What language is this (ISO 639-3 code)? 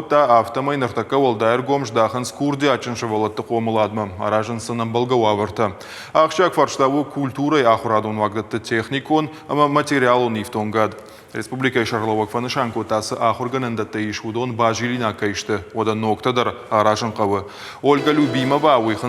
oss